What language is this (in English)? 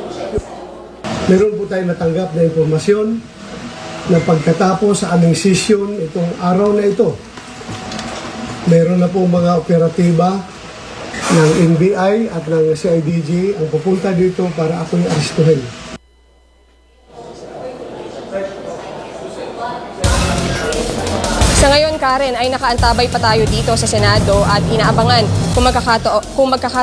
Filipino